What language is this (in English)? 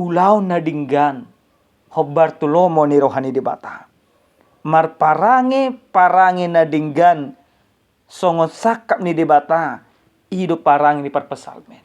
Batak Toba